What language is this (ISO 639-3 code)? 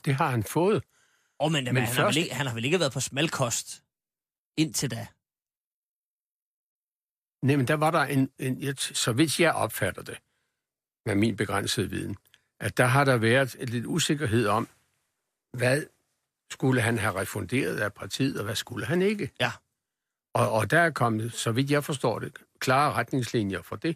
dan